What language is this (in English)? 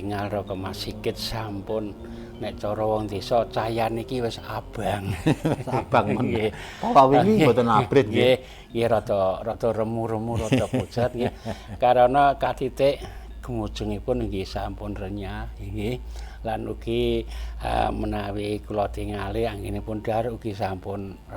Javanese